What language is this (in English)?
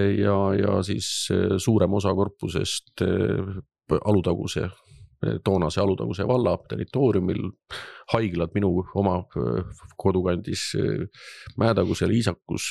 Estonian